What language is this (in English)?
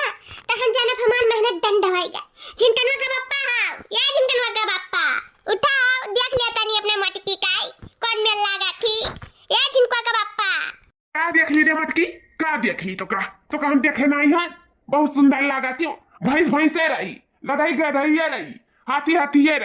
Awadhi